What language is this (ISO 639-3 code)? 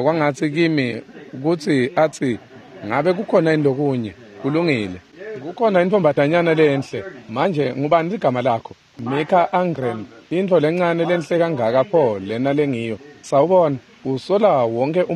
ssw